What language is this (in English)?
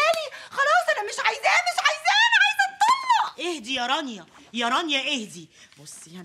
Egyptian Arabic